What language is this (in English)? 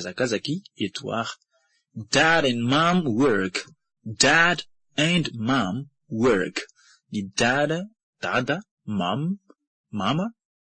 Malagasy